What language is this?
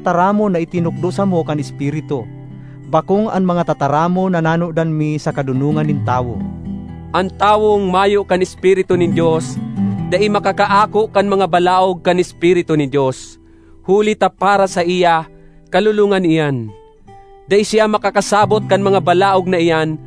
Bikol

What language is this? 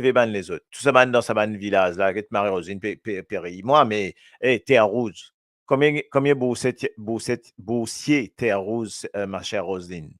Morisyen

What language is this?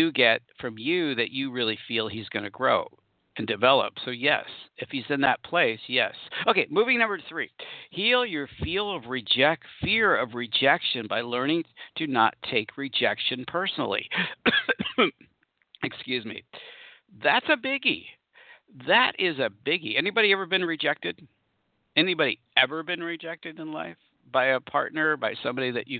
English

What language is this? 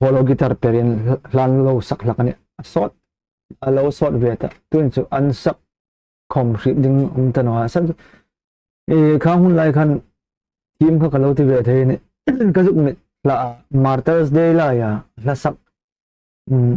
Hmar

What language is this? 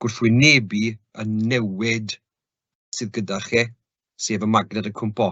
Welsh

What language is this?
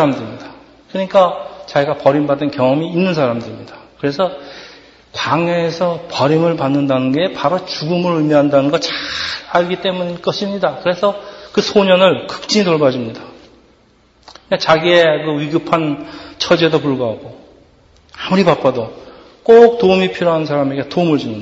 Korean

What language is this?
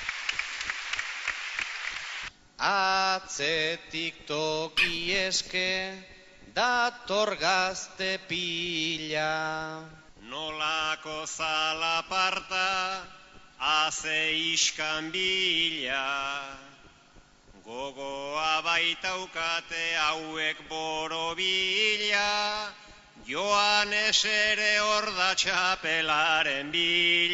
Basque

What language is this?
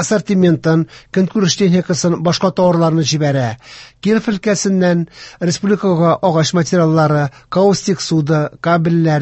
Tatar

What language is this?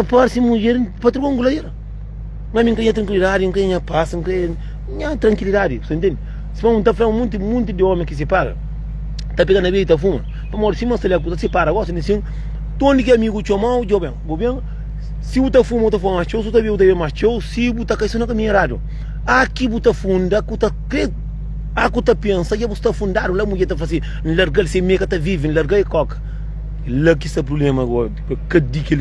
Kabuverdianu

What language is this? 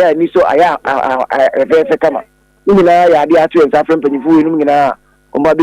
Akan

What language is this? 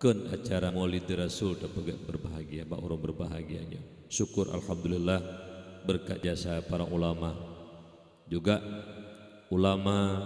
Achinese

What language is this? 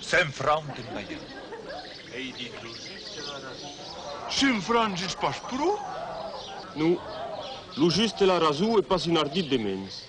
Occitan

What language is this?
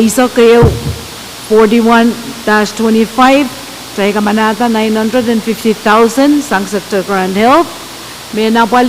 Pohnpeian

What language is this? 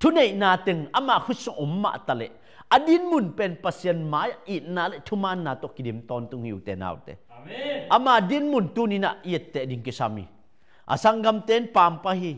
Tedim Chin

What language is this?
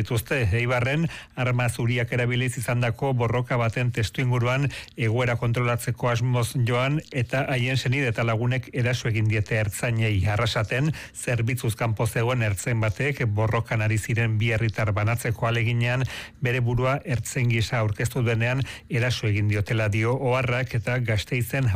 Basque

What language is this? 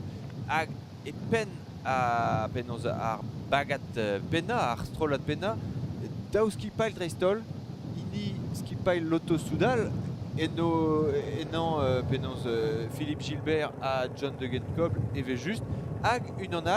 Breton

